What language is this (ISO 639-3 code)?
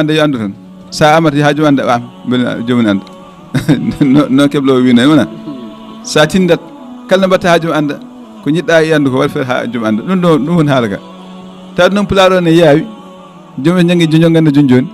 ful